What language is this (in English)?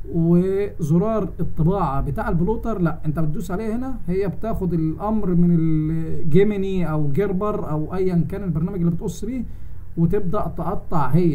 Egyptian Arabic